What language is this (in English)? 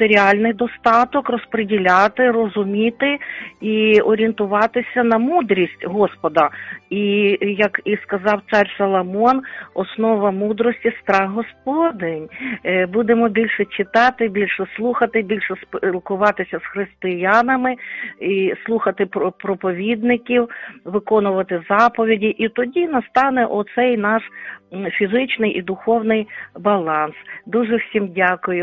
Ukrainian